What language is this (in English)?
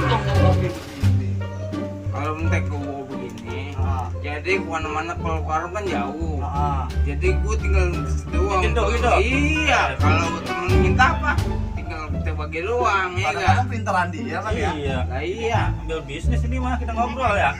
Betawi